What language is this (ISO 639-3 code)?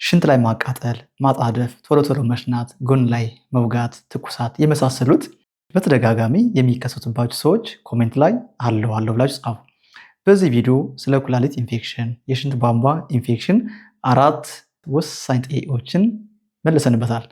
amh